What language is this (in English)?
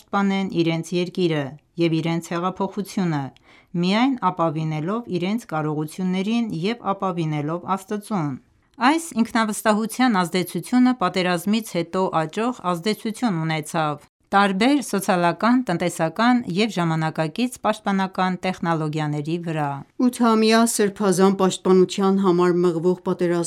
Armenian